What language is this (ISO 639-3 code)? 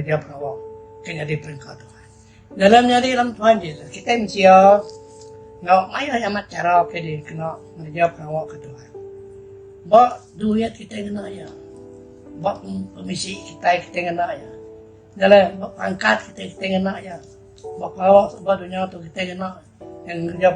iba